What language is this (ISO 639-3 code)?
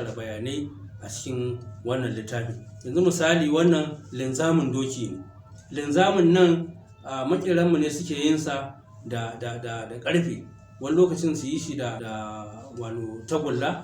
hau